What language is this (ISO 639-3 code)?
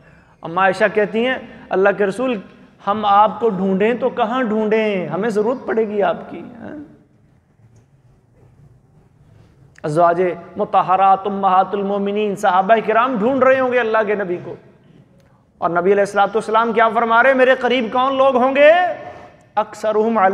urd